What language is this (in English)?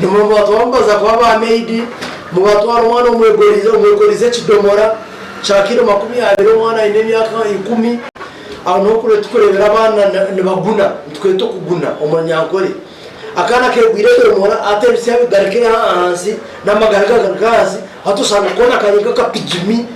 Nyankole